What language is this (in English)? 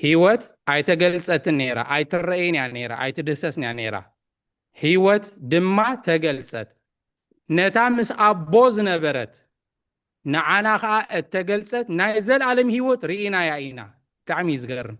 Tigrinya